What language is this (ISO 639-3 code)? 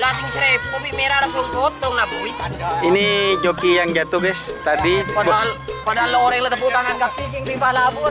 mad